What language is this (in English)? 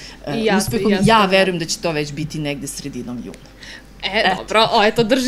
Serbian